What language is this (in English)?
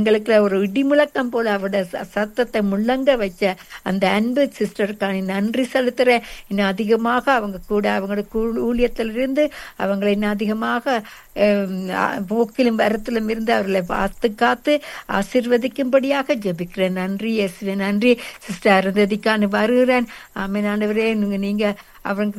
Tamil